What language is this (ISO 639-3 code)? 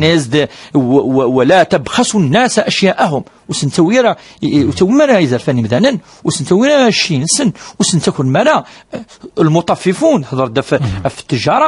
kab